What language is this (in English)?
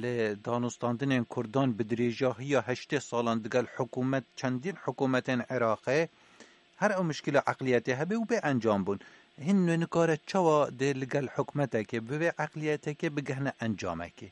Kurdish